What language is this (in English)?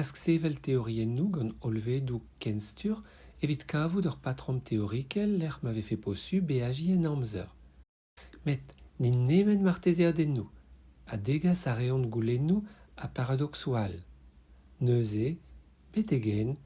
Breton